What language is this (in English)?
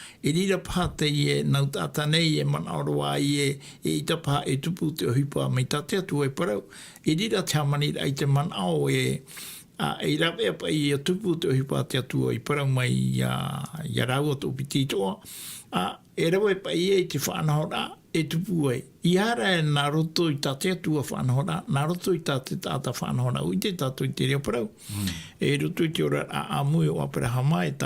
Tahitian